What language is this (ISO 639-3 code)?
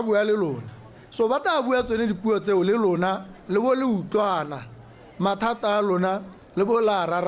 tsn